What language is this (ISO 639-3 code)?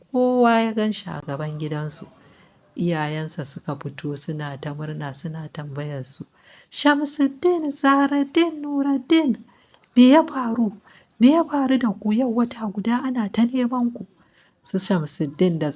hau